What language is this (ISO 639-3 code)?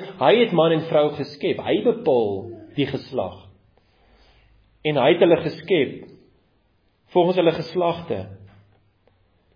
afr